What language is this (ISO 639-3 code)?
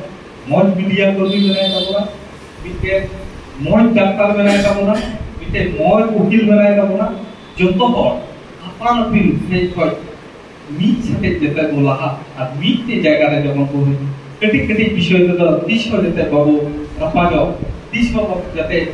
sat